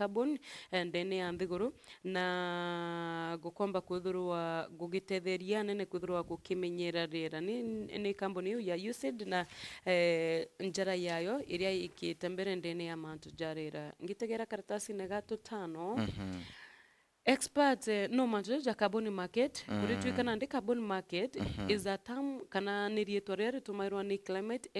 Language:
Meru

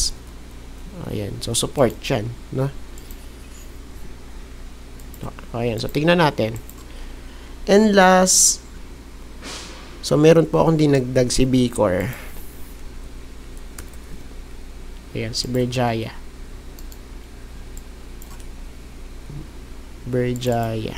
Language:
Filipino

